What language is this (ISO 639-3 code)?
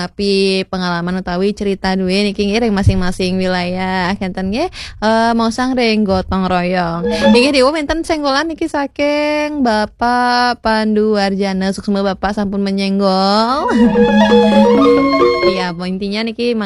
ban